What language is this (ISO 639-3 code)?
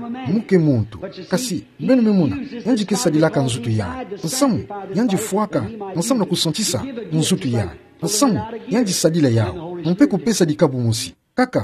ktu